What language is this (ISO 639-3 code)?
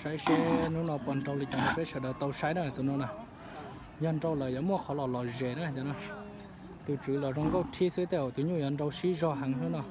hmn